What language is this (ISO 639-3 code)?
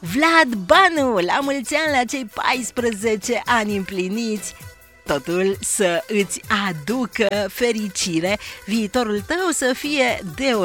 ron